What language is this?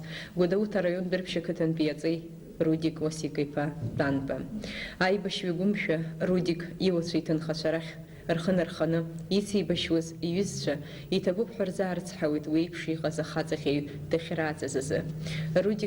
Abkhazian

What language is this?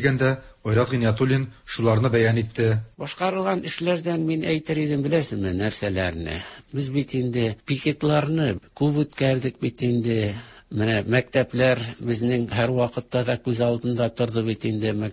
Tatar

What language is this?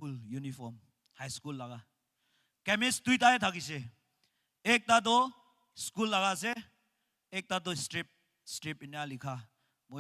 Naga Pidgin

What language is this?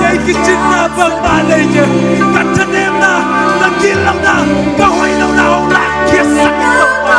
Tedim Chin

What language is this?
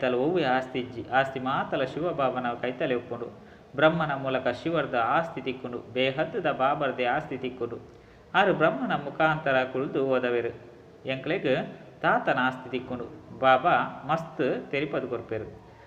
Tulu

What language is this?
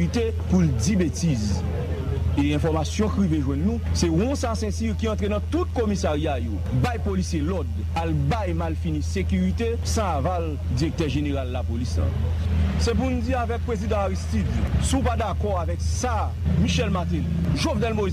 Haitian Creole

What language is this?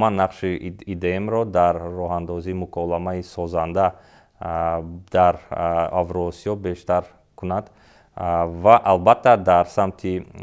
Tajik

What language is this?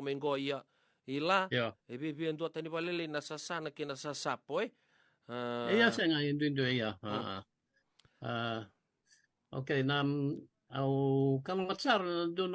Fijian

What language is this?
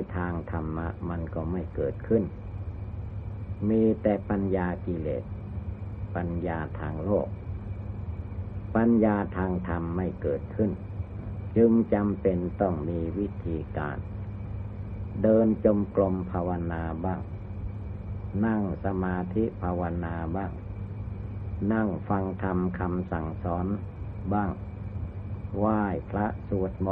Thai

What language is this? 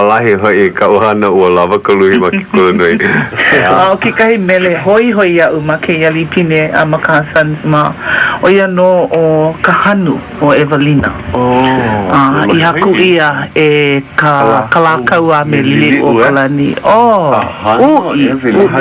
Hawaiian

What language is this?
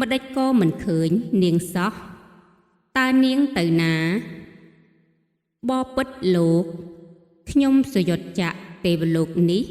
Khmer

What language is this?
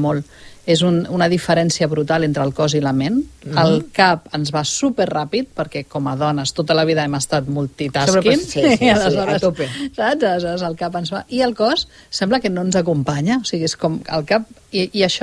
Catalan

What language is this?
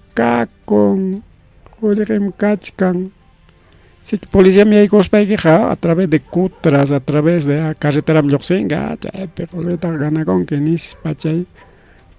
Ayacucho Quechua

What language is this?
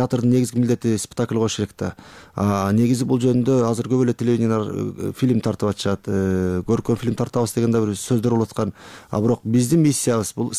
Kyrgyz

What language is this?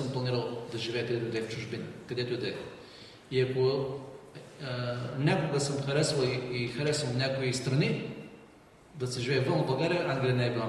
Bulgarian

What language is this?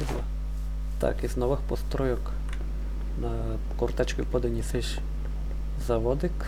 Rusyn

